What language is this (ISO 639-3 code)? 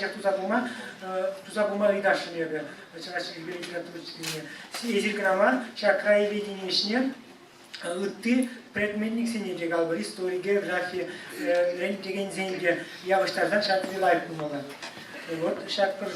chv